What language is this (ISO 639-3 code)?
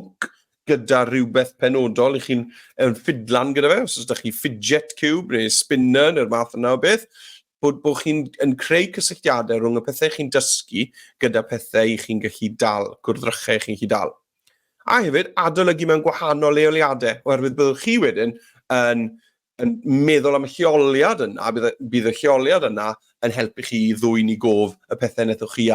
cym